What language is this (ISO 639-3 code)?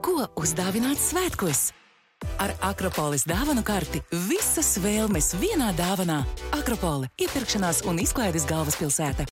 lav